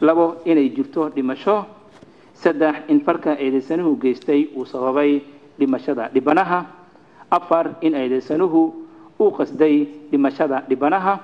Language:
Somali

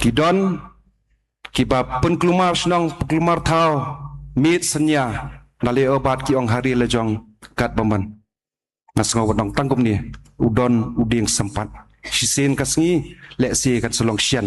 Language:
Khasi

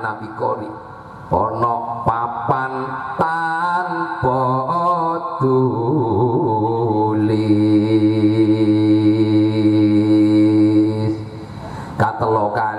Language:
Madurese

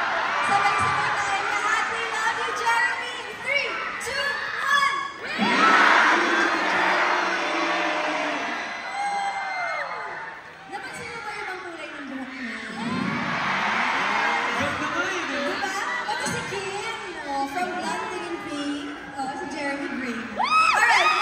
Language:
Filipino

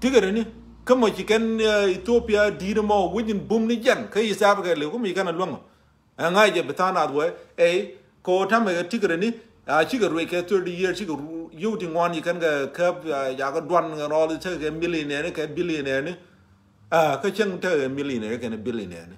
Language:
Nuer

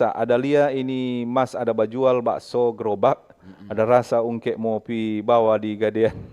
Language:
Manado Malay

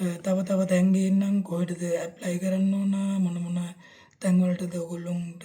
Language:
Sinhala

